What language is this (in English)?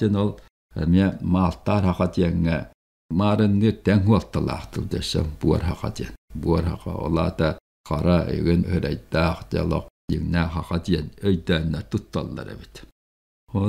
Yakut